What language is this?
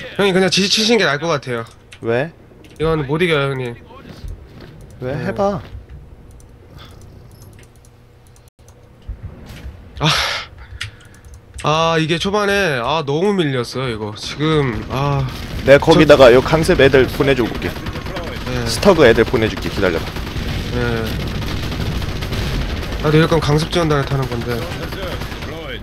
Korean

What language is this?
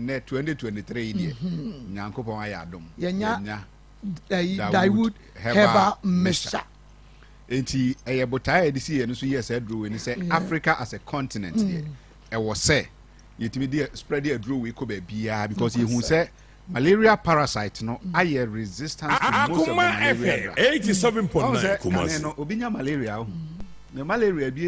Akan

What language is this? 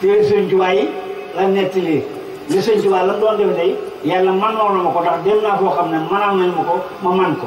Wolof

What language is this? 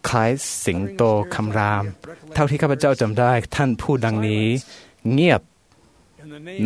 Thai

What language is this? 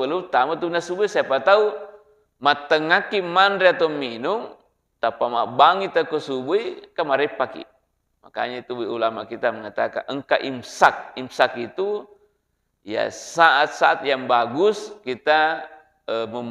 Buginese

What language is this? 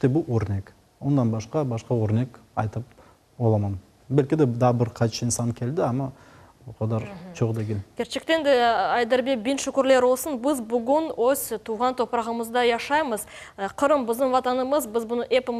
Crimean Tatar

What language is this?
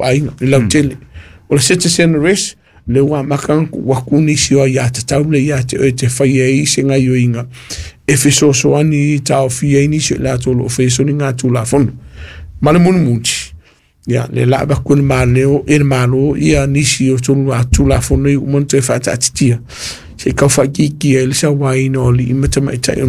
Samoan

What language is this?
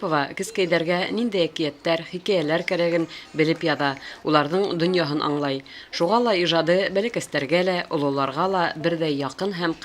Bashkir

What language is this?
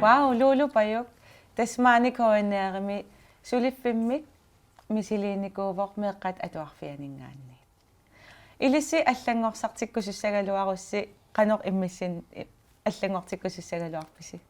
Kalaallisut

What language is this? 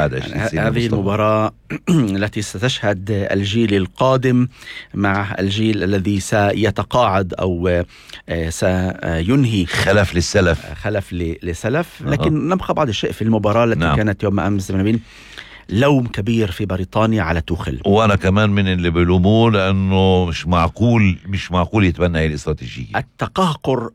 North Levantine Arabic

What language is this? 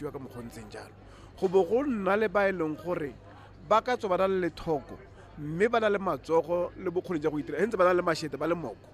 Tswana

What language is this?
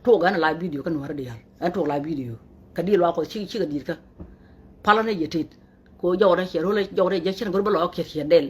Nuer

